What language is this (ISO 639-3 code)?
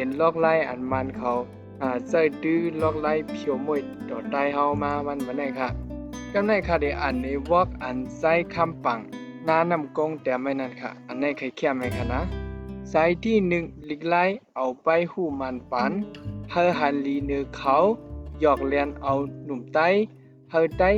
shn